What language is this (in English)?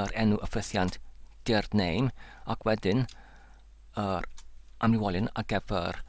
Welsh